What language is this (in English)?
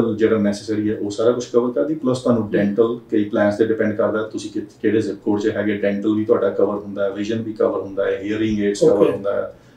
Punjabi